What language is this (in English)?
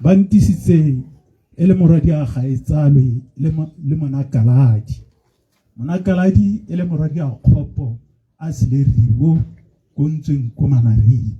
Tswana